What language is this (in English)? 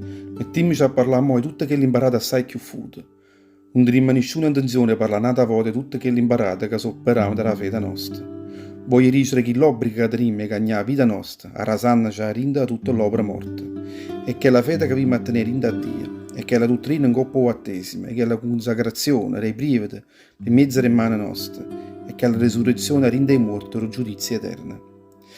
Neapolitan